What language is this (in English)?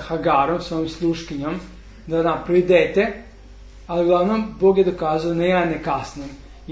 Serbian